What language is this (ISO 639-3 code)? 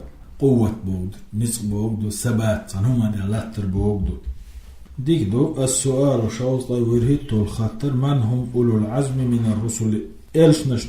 che